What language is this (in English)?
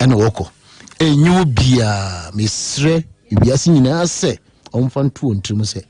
Akan